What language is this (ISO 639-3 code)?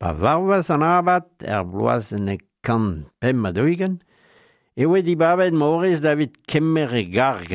bre